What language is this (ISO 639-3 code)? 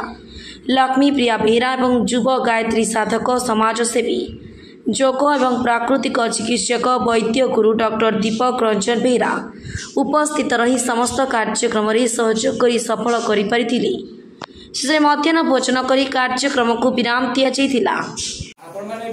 ori